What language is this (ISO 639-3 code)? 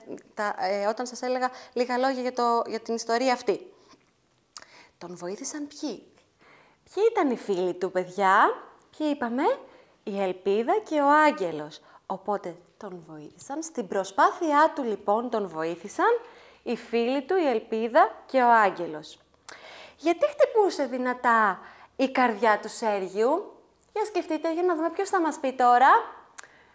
ell